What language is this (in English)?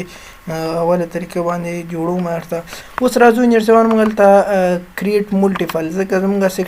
Pashto